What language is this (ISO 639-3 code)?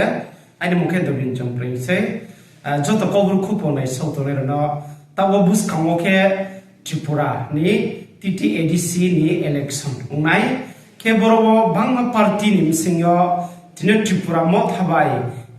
ria